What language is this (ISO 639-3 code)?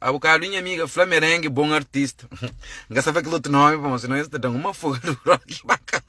kea